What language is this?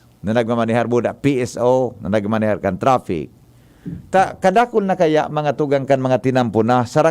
Bikol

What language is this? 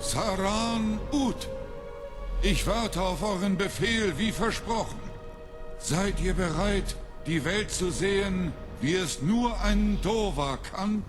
Bavarian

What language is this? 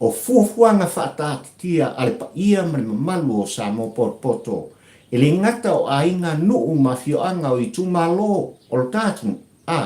Samoan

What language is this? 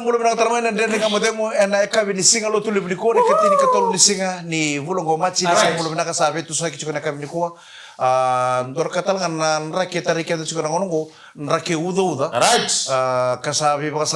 Fijian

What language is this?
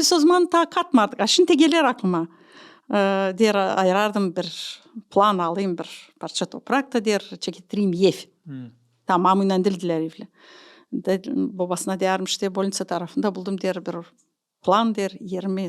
Gagauz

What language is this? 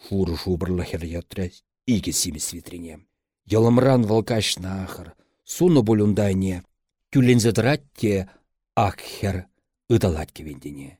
Chuvash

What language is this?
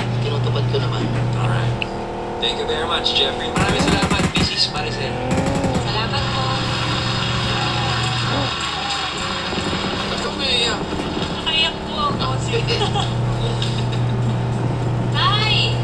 Filipino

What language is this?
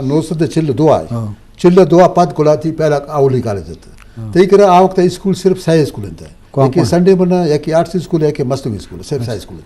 Eastern Balochi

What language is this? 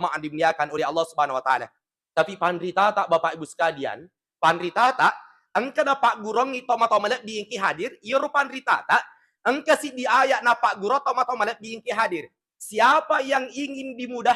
Buginese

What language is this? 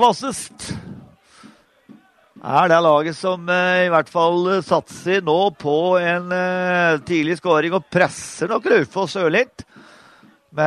Norwegian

